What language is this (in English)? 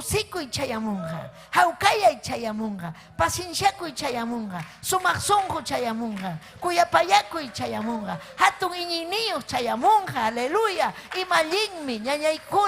Ayacucho Quechua